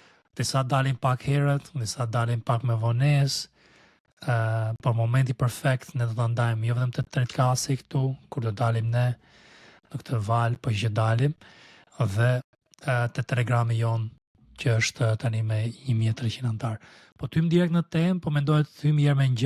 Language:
Albanian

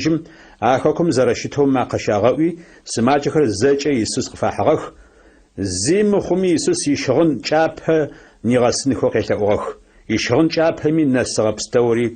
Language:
Adyghe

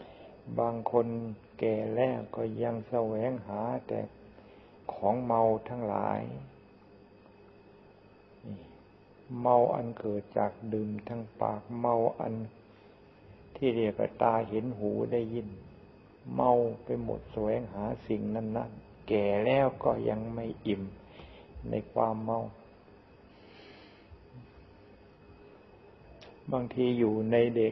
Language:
Thai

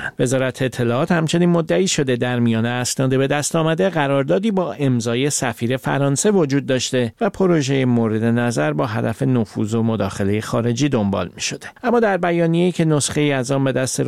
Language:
Persian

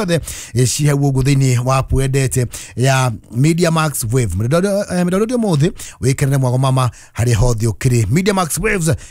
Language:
Kikuyu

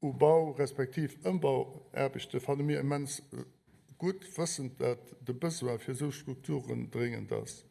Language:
Luxembourgish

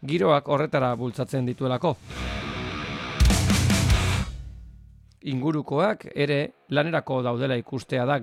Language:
Basque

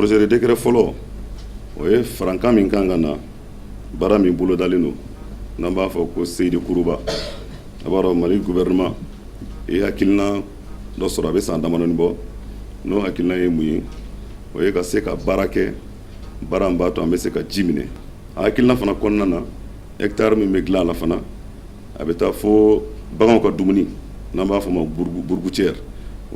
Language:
Bambara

